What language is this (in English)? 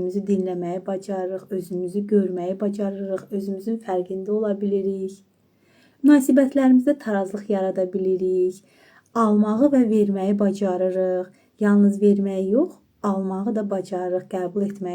Azerbaijani